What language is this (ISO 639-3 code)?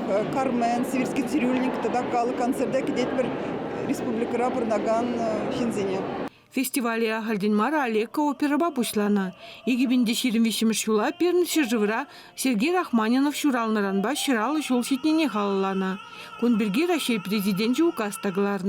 chv